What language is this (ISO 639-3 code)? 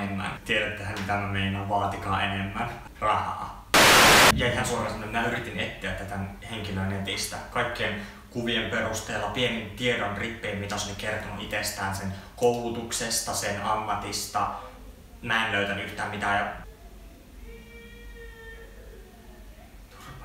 fin